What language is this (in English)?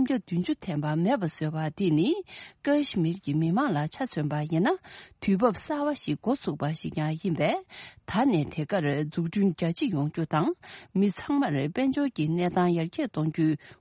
Tibetan